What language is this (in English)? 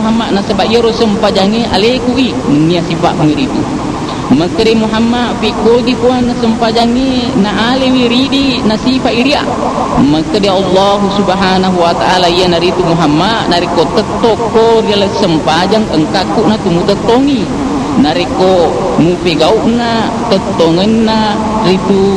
Buginese